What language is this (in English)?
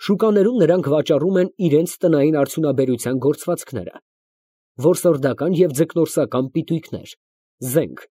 Armenian